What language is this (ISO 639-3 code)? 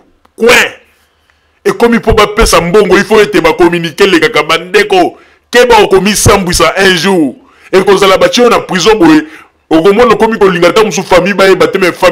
lin